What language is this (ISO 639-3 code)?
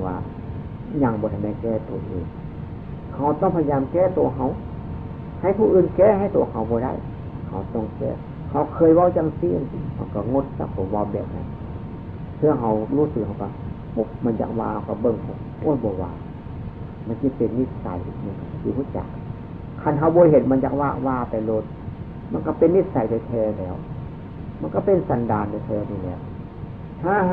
tts